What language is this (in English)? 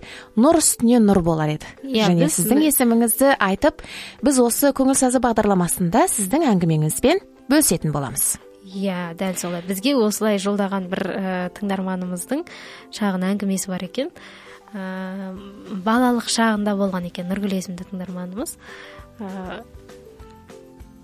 Kazakh